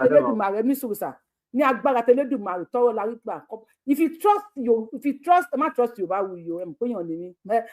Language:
Yoruba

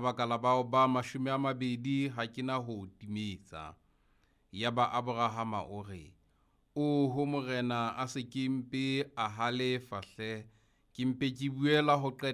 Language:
Southern Sotho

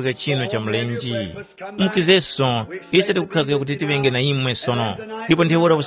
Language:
Tumbuka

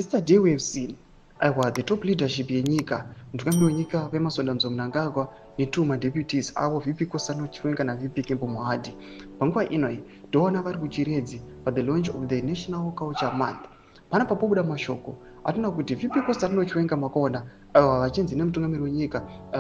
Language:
Shona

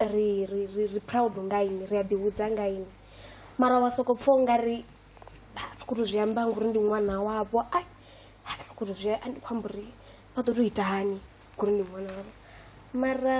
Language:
Venda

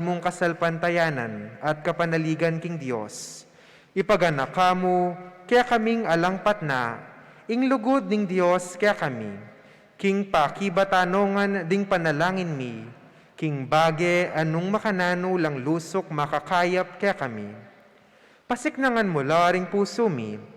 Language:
Pampanga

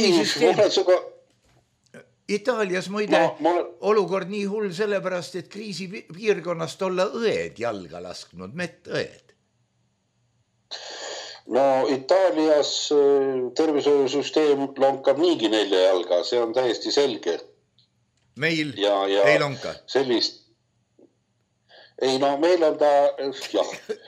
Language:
Estonian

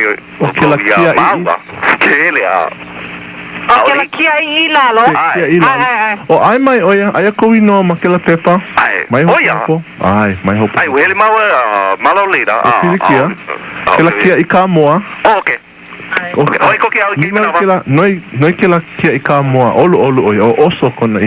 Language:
Hawaiian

